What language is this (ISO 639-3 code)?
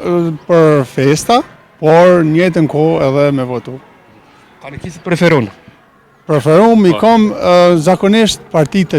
sqi